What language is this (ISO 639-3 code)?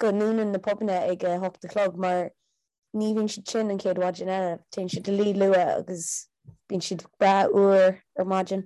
gle